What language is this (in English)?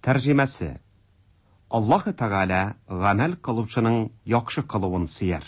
Tatar